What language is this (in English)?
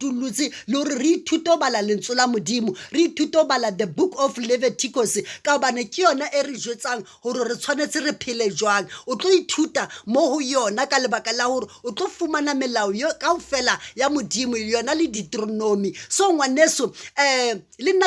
Southern Sotho